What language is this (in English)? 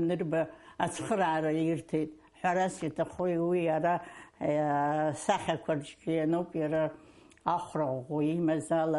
Abkhazian